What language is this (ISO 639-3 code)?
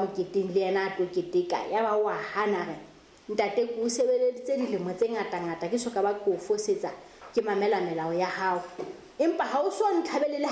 sot